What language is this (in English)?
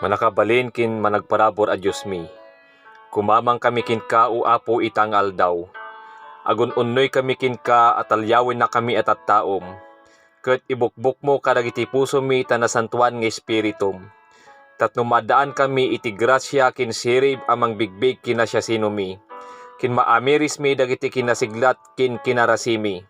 Iloko